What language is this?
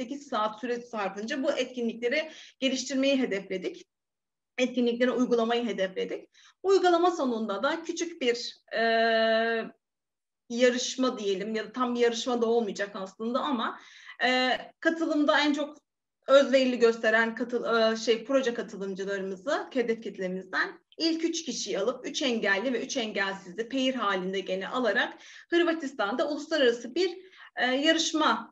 Turkish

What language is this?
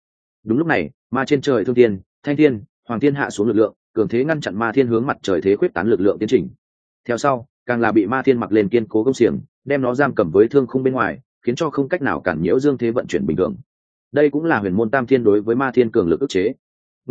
Vietnamese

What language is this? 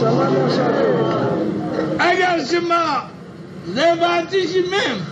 Zaza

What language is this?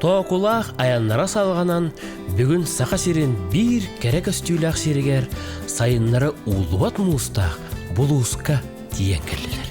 Yakut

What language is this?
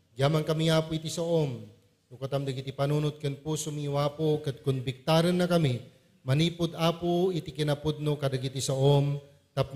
Iloko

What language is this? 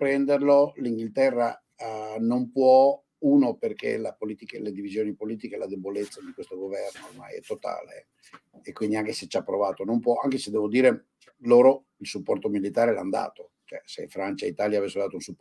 Italian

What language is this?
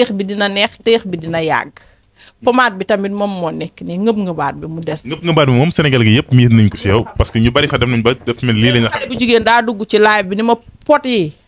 Wolof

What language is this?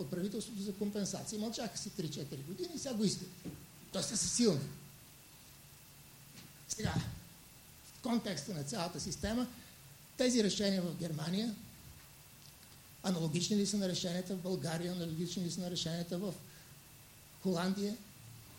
Bulgarian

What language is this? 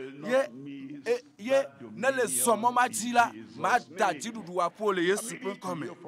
Ewe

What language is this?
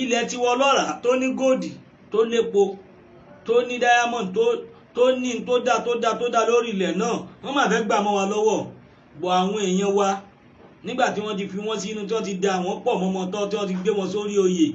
Yoruba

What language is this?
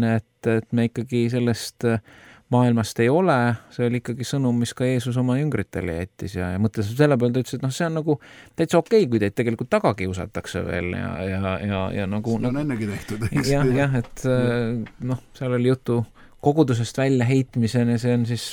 Estonian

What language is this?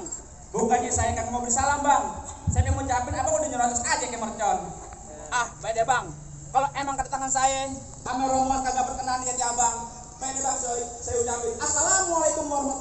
Betawi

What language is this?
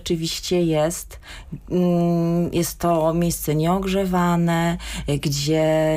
Polish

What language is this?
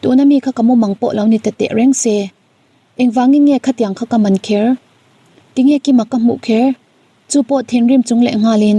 Mizo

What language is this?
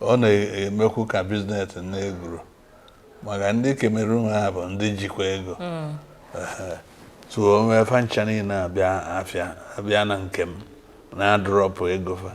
Igbo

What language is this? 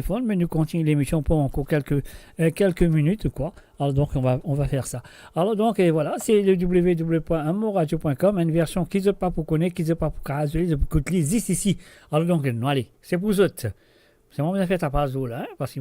Morisyen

